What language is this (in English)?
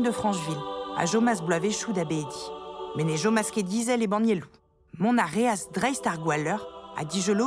Breton